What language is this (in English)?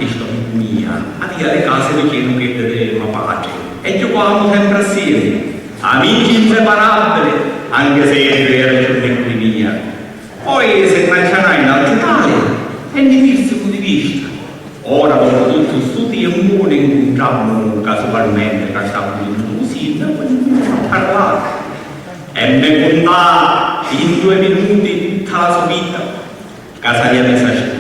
Sicilian